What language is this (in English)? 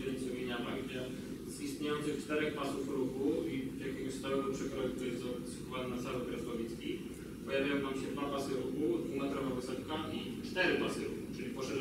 Polish